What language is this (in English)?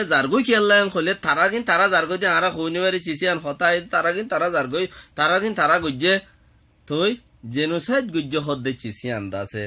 Rohingya